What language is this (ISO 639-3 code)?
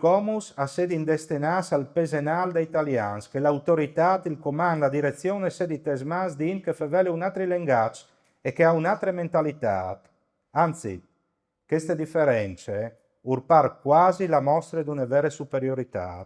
fur